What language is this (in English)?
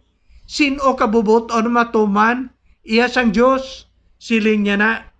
Hiligaynon